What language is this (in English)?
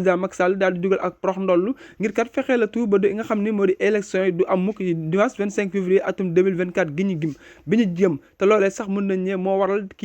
Wolof